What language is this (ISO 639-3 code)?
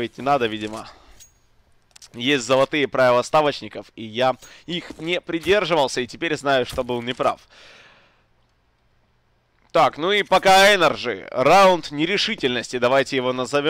rus